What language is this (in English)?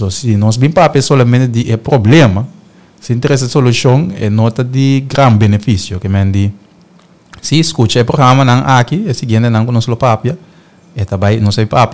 Papiamento